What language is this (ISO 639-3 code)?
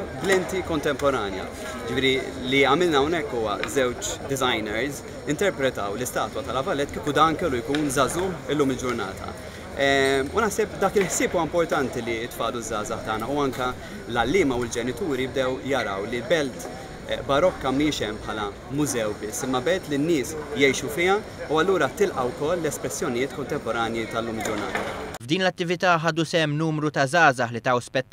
mlt